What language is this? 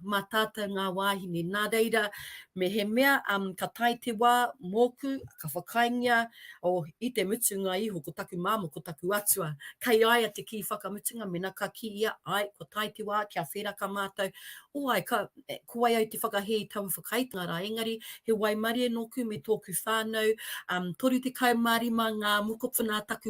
Māori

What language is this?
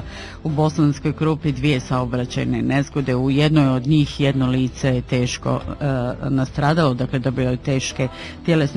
Bosnian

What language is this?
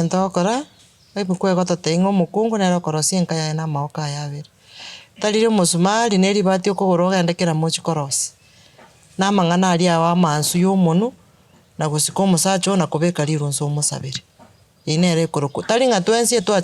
Gusii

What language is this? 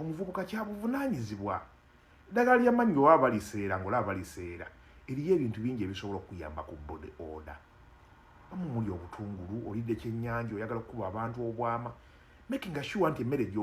Ganda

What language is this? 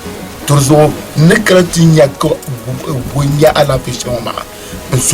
Dagbani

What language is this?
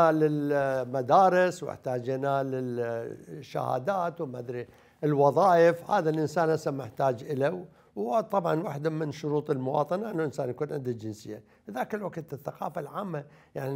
Mesopotamian Arabic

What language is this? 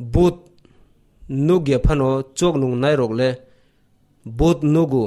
Kok Borok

